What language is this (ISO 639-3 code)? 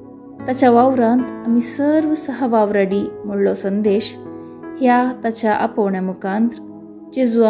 kok